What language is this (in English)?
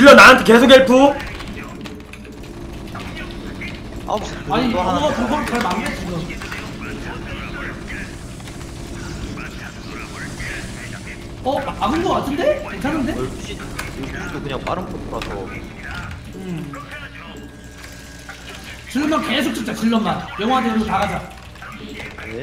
Korean